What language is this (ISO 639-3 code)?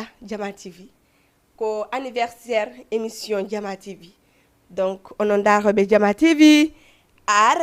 ful